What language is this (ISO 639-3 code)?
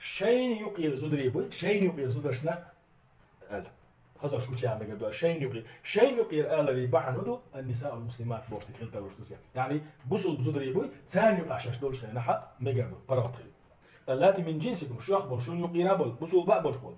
che